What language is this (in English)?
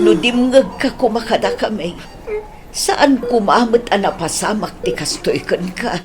Iloko